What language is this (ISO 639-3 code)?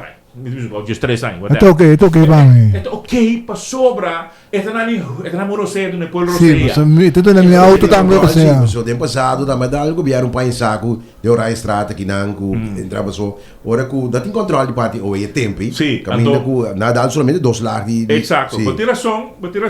pap